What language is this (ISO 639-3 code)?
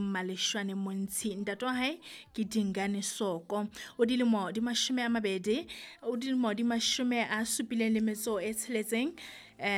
sot